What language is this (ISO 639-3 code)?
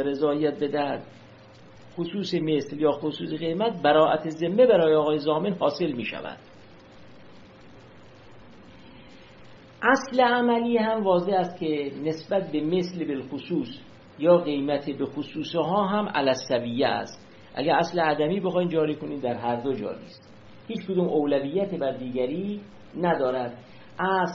fas